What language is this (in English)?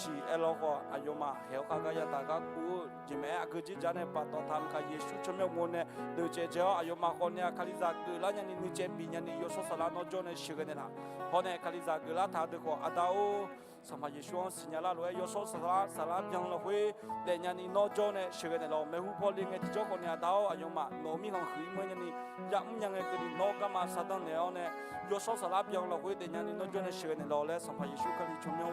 Akha